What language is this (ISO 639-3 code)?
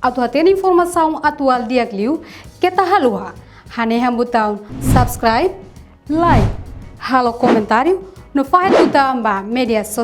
tet